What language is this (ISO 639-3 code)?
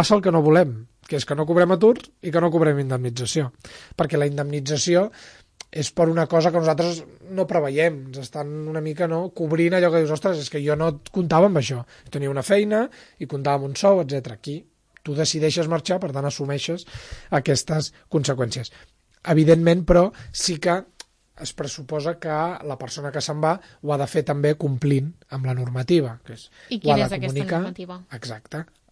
cat